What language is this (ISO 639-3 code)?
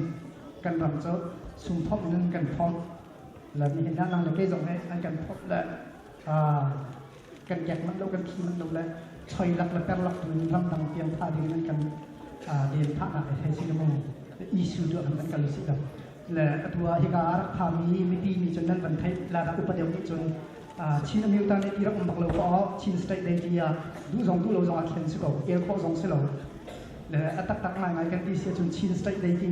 cnh